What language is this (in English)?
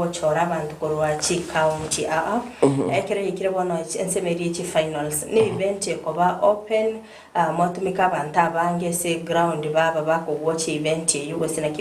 Gusii